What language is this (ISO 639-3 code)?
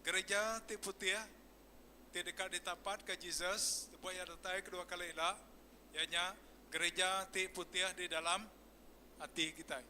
iba